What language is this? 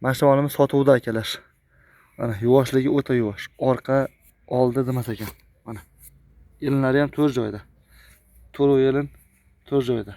Uzbek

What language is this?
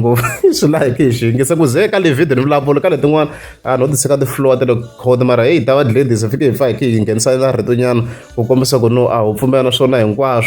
Tsonga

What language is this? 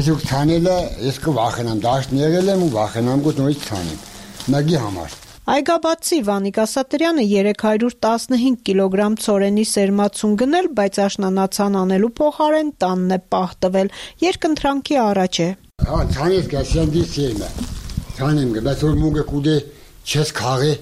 Armenian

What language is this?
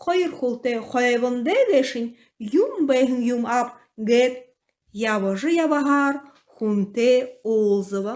Buriat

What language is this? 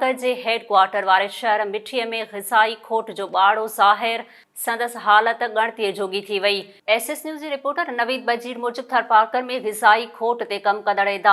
Sindhi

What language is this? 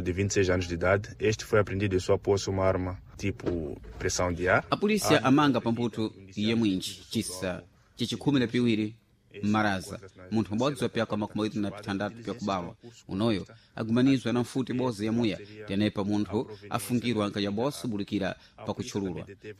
Sena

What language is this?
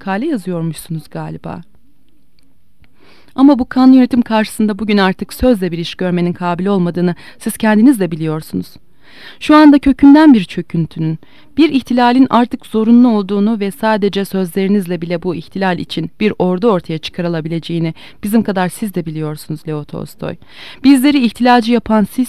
Turkish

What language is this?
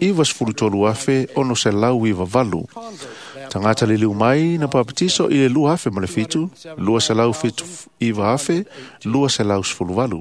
Samoan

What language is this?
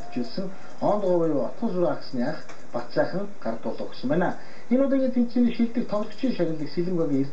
Mongolian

